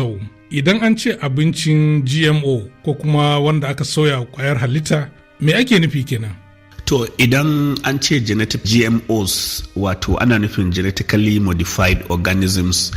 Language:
Hausa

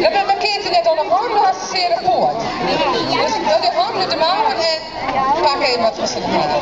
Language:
Western Frisian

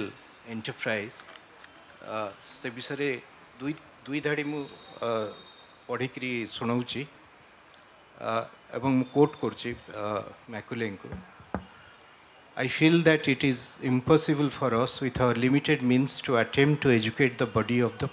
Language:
Odia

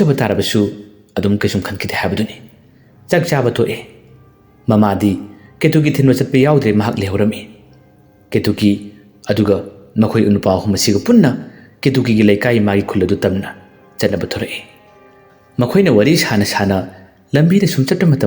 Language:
Manipuri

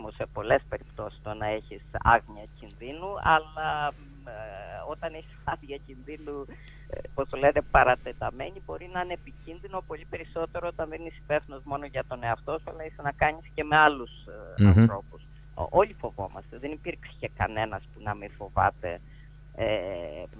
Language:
Greek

